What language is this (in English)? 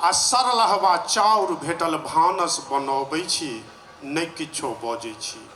Maithili